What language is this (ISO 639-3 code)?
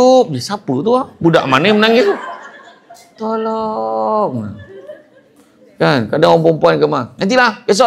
msa